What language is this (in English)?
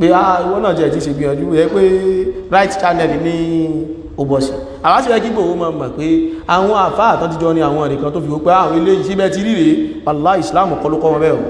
Yoruba